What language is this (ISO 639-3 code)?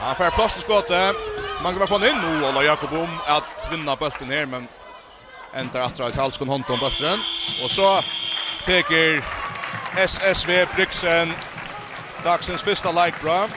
fao